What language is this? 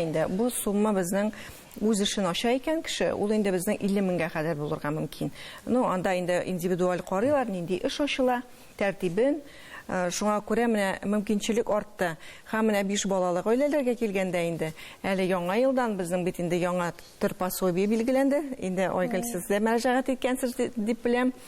Tatar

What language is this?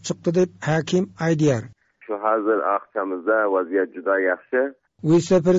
Turkmen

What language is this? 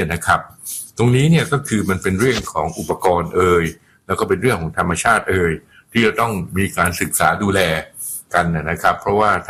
Thai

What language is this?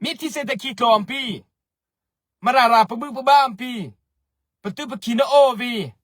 Mara Chin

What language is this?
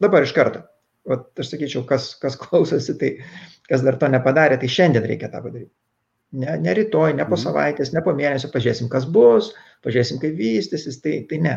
Lithuanian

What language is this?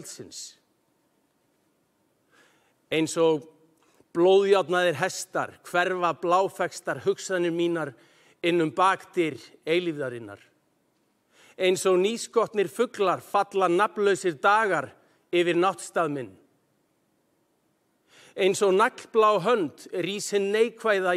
Icelandic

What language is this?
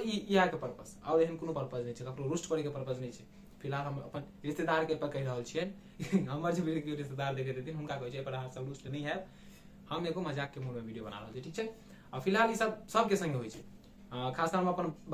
Maithili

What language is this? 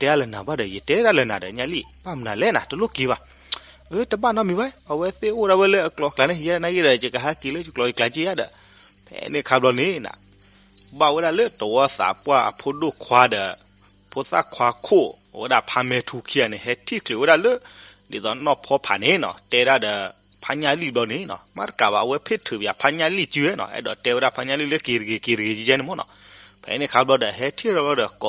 S'gaw Karen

